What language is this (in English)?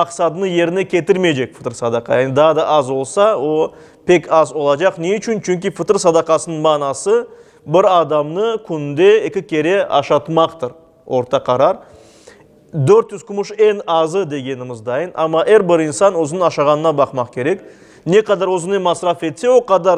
Crimean Tatar